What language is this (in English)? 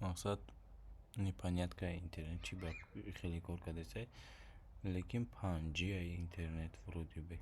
Tajik